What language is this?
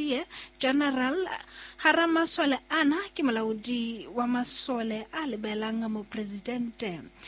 Southern Sotho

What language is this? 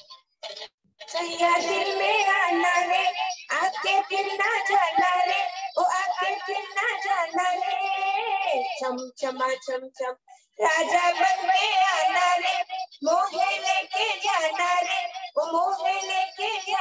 Hindi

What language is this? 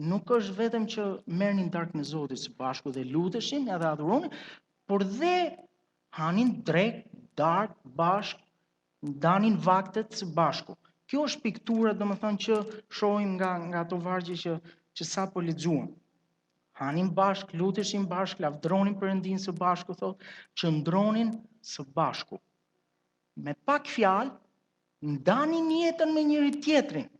Albanian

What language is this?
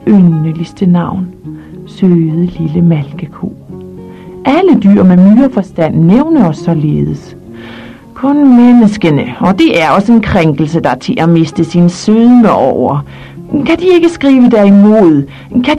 Danish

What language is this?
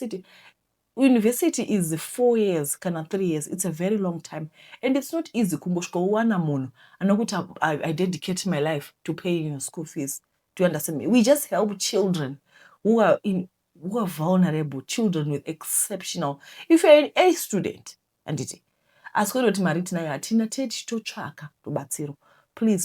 Shona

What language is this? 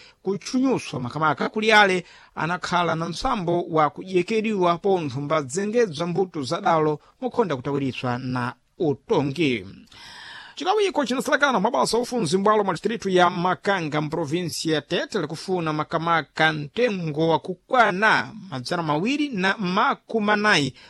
Sena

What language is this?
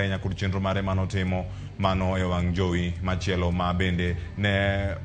Luo (Kenya and Tanzania)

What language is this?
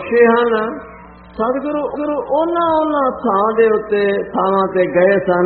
Punjabi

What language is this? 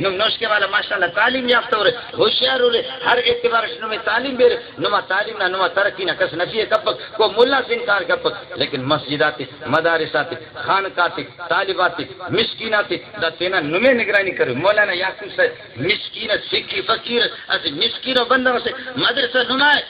Brahui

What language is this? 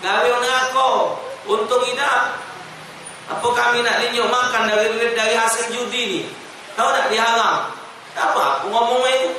Musi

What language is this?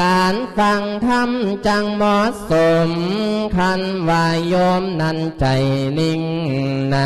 Lao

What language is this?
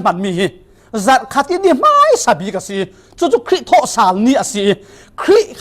Falam Chin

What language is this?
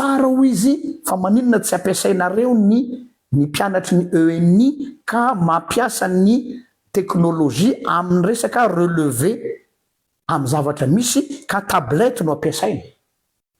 Malagasy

